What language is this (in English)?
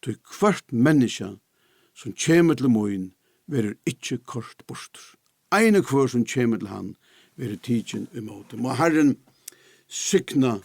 Faroese